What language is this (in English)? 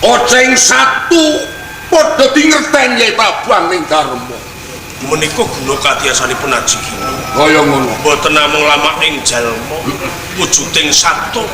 Javanese